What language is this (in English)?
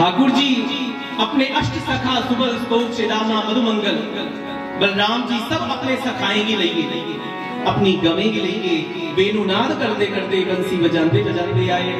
Dogri